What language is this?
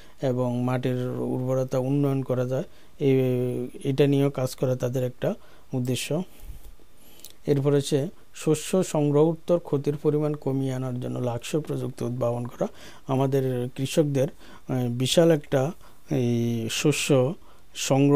Bangla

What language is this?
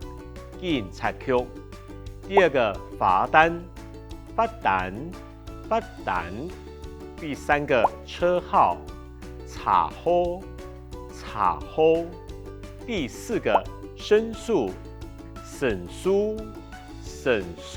Hakka Chinese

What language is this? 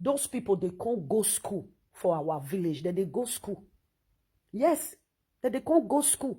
Nigerian Pidgin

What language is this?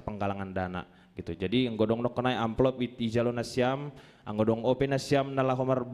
Batak Simalungun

